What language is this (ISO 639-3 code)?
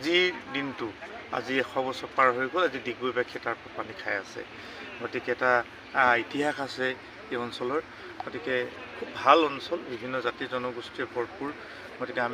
asm